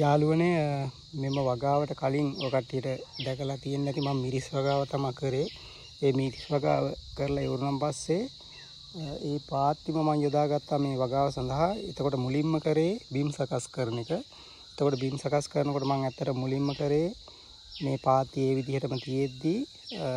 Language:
Sinhala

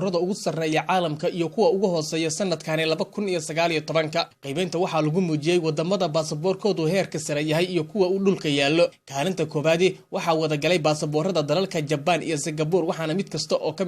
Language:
Somali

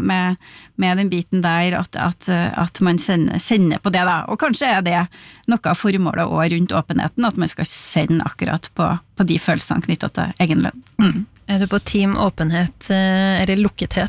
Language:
Norwegian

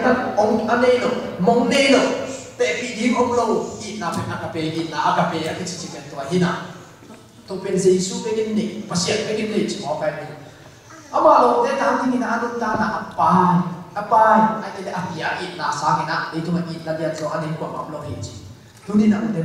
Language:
Tedim Chin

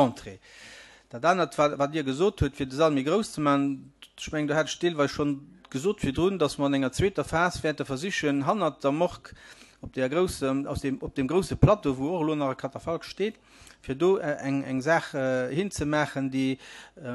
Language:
Luxembourgish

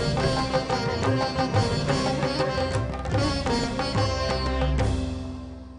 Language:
Kannada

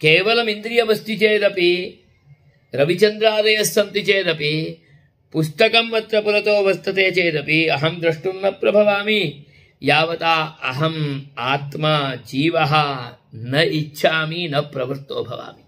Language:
Sanskrit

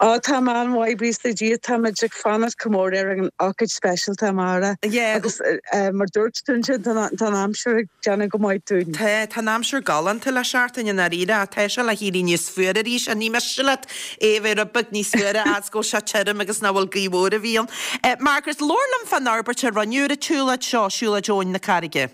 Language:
Irish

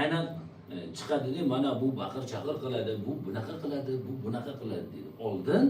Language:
Uzbek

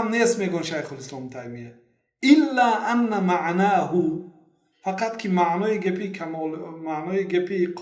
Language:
Tajik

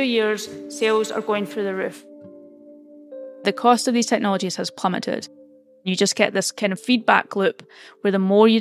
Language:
English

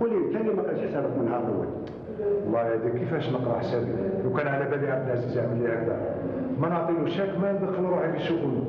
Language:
Algerian Arabic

